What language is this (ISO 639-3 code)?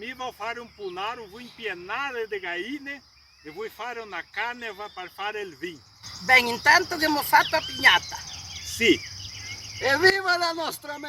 vec